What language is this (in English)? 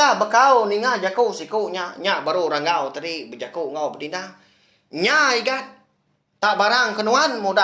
Iban